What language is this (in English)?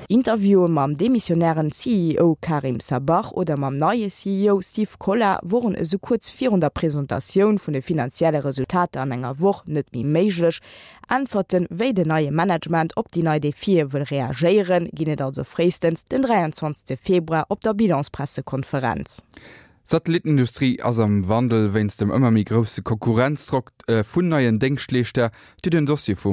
Luxembourgish